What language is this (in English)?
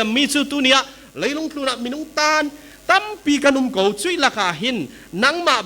Falam Chin